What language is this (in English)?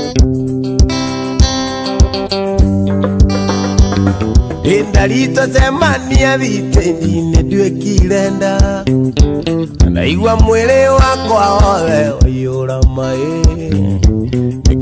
Kikuyu